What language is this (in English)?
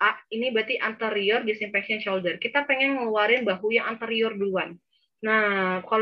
Indonesian